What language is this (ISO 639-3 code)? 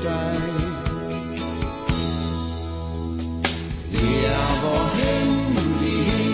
dan